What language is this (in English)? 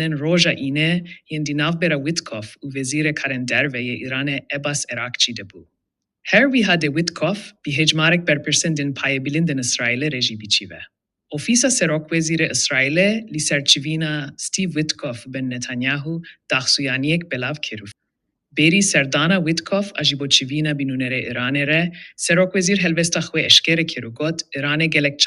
Kurdish